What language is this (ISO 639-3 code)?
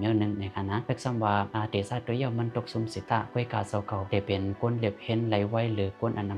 shn